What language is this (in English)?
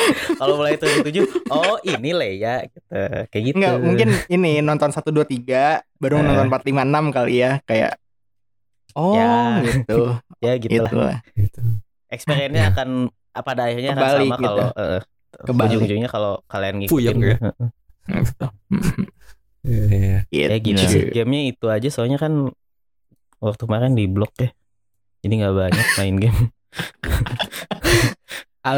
Indonesian